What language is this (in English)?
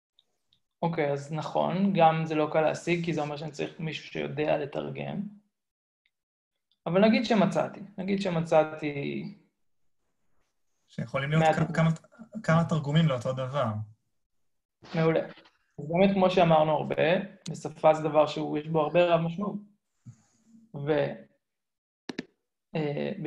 Hebrew